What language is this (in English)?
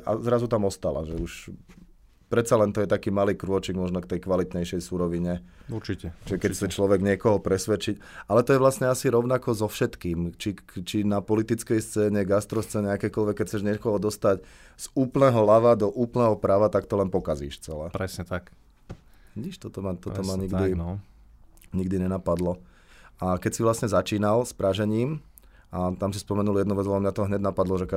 Slovak